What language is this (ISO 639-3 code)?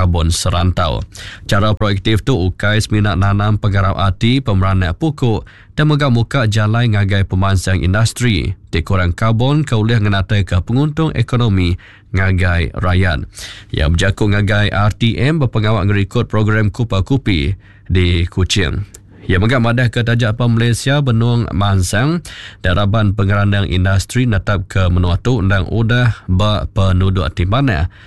iba